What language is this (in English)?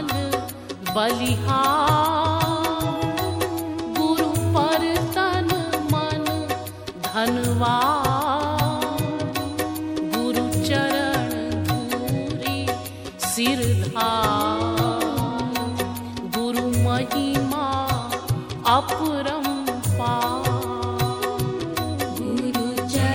Hindi